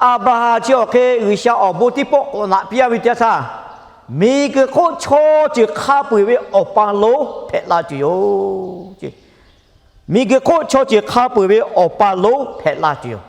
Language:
Lahu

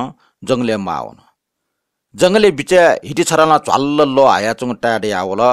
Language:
Newari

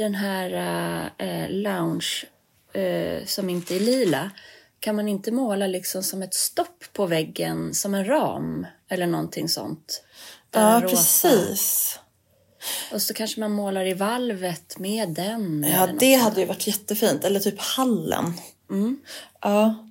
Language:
Swedish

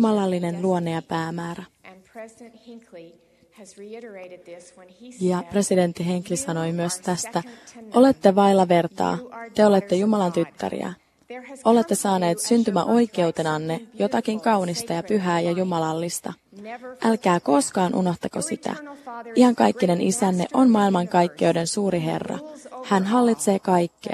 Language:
Finnish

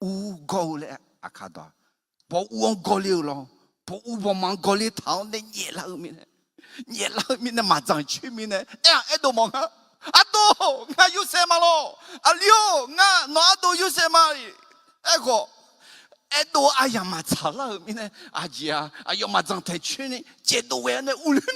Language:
Akha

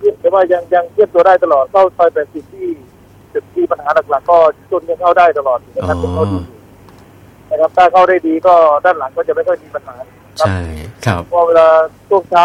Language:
Thai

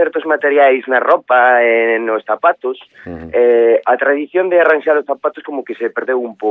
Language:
Galician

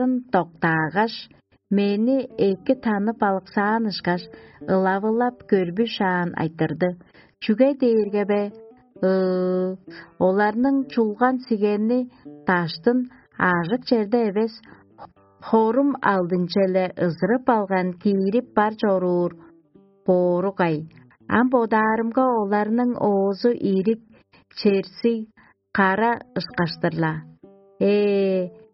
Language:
Tuvinian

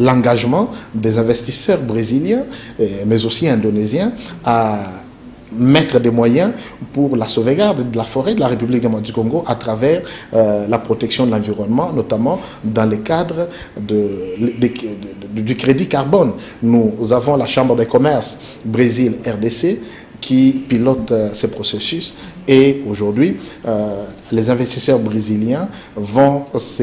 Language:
French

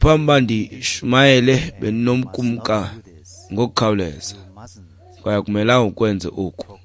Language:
Xhosa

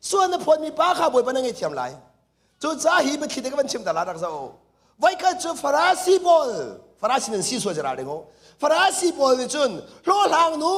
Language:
Hakha Chin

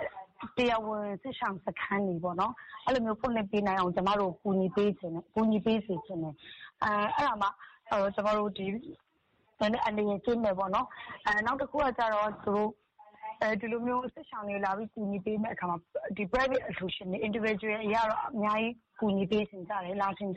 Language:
Burmese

